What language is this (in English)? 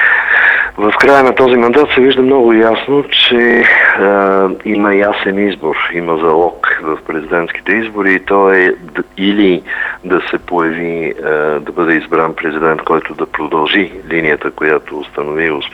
Bulgarian